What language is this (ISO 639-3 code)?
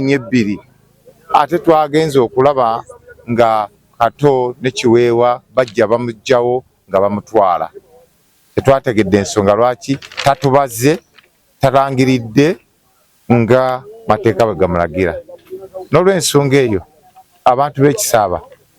lug